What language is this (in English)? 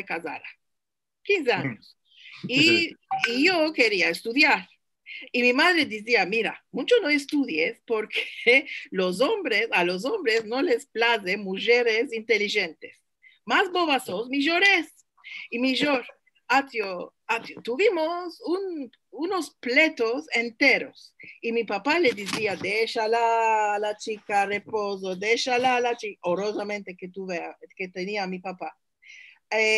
Ladino